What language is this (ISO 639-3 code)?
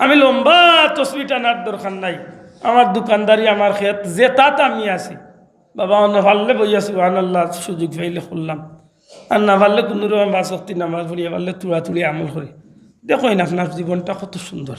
syl